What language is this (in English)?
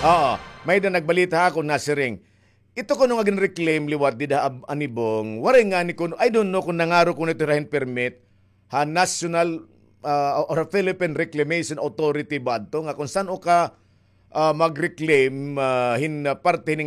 Waray